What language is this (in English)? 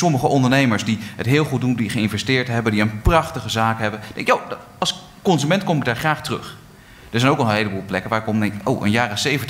Dutch